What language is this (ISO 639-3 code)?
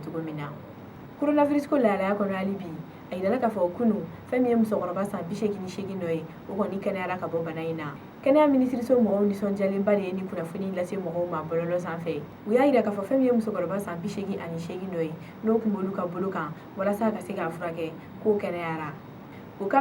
bam